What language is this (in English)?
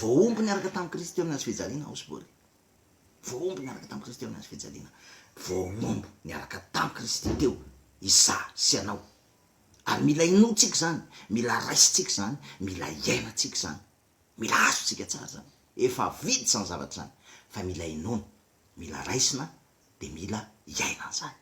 Malagasy